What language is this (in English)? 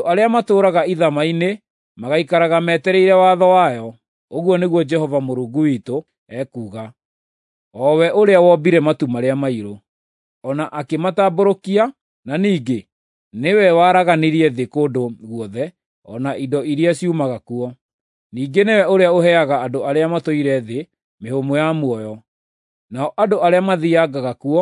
Kikuyu